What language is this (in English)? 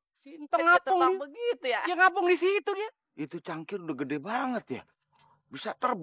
Betawi